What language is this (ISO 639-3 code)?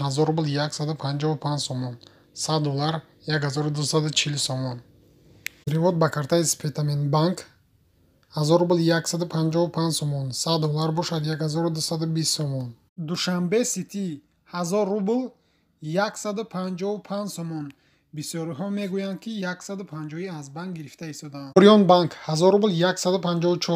tgk